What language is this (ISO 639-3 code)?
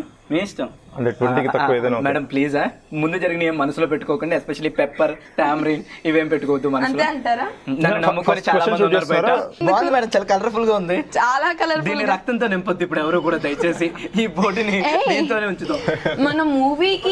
tel